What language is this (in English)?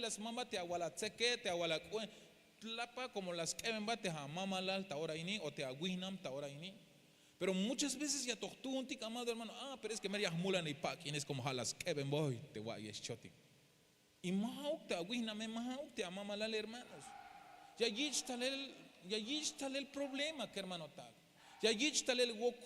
Tzeltal